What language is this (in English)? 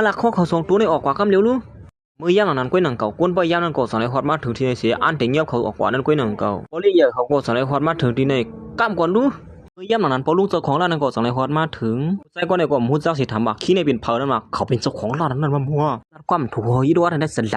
Shan